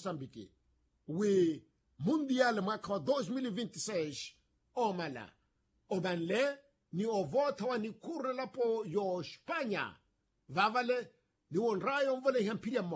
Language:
Makhuwa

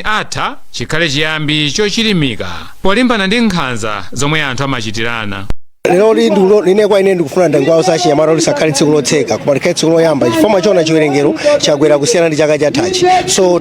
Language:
Nyanja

